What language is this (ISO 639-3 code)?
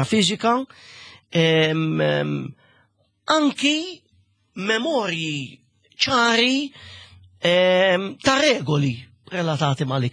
mlt